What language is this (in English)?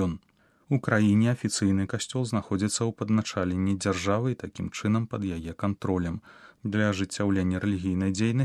Belarusian